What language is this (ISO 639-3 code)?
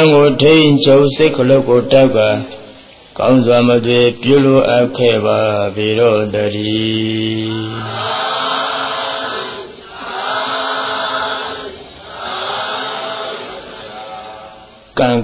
mya